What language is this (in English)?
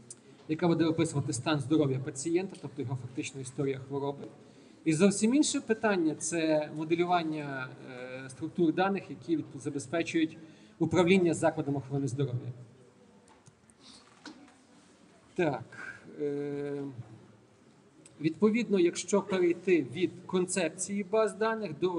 Ukrainian